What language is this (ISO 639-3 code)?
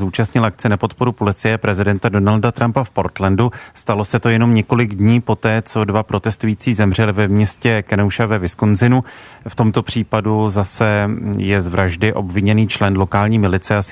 ces